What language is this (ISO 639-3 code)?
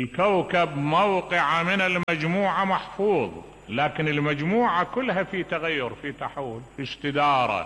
acm